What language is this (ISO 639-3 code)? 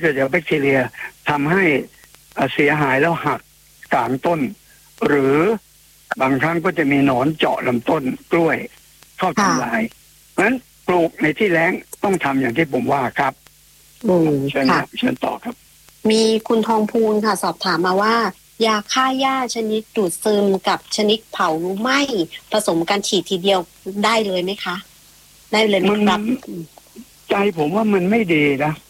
tha